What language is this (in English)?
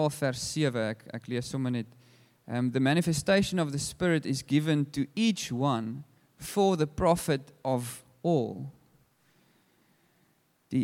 Afrikaans